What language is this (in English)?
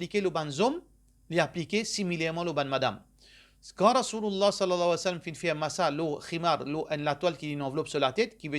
Morisyen